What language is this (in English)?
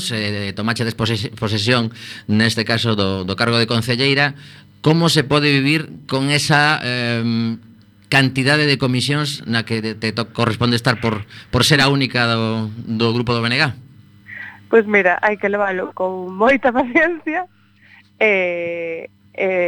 Galician